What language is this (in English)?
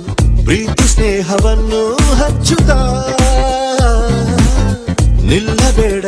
Kannada